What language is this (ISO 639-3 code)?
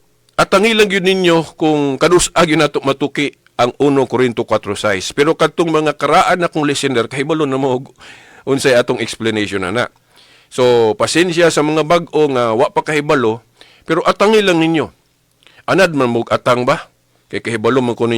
ceb